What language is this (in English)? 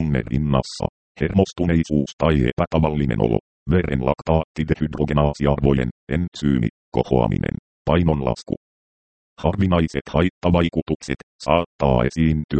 Finnish